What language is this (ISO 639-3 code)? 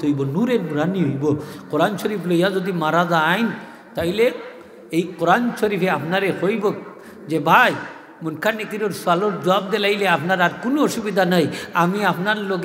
syl